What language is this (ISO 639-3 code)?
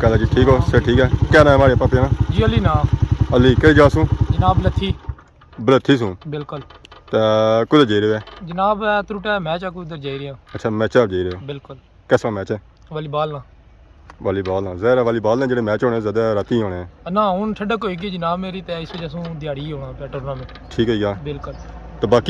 phr